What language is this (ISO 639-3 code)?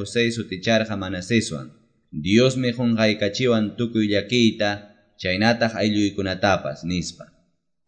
que